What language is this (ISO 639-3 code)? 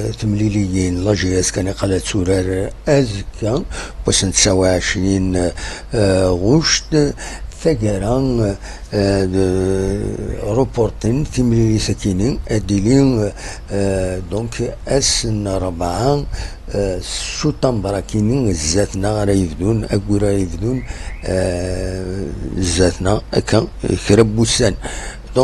kab